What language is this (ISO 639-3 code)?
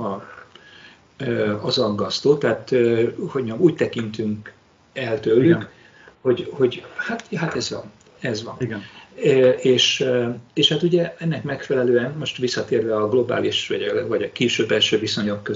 hun